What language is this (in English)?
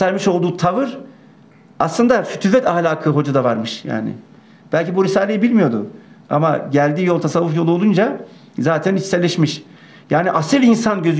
Turkish